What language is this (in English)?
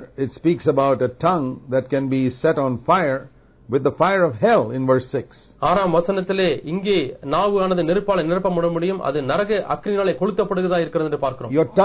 Tamil